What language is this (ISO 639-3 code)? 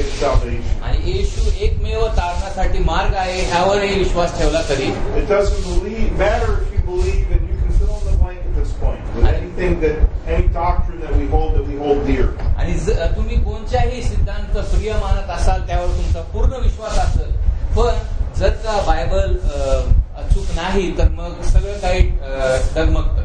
mar